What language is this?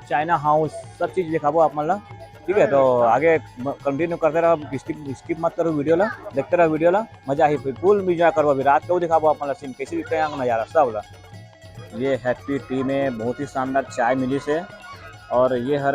Chhattisgarhi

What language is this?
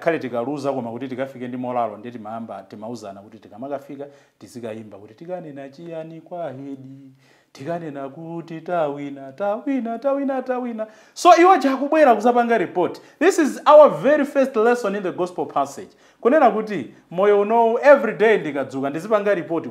Nyanja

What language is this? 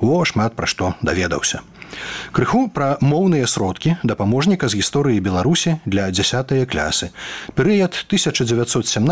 Belarusian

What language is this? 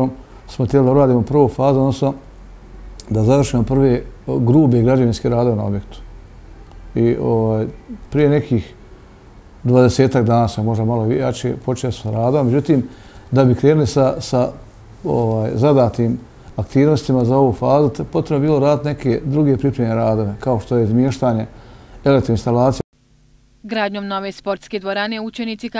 Bosnian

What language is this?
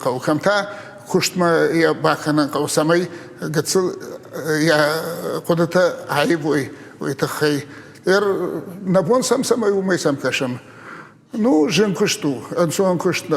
Ossetic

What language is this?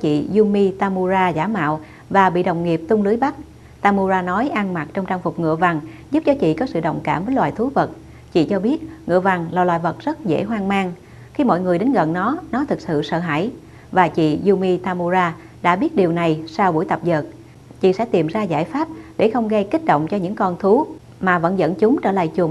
Vietnamese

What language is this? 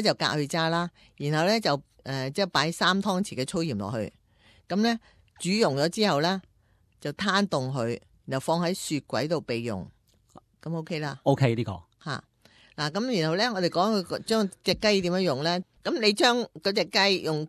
Cantonese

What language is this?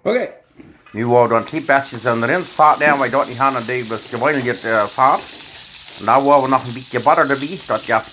Plautdietsch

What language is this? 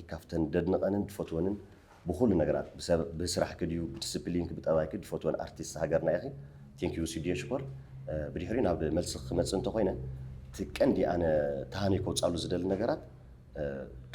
Tigrinya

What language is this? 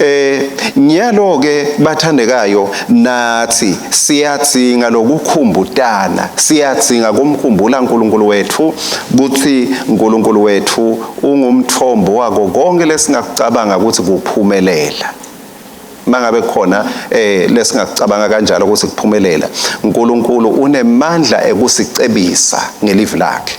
Swati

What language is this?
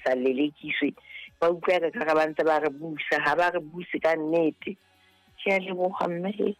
Southern Sotho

